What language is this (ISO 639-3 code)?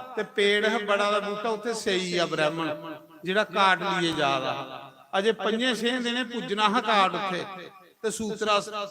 doi